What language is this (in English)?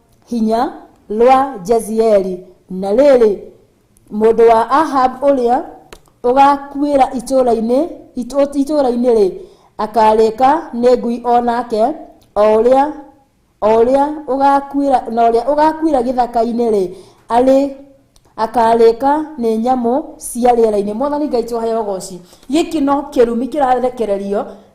Kikuyu